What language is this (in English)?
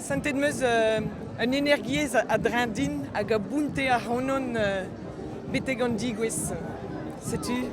Breton